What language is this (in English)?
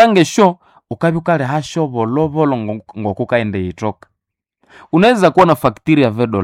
Nande